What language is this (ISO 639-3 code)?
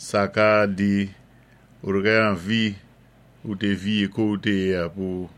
acf